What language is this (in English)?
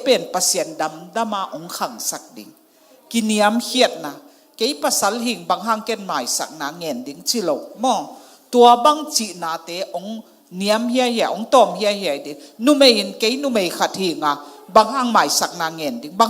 Tedim Chin